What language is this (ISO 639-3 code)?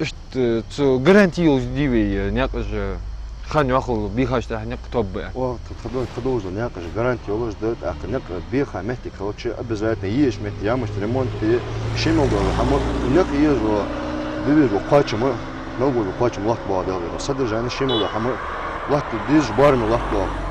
inh